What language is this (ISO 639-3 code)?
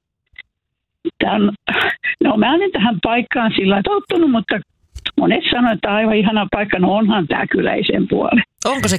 fin